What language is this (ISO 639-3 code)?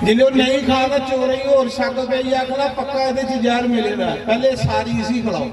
doi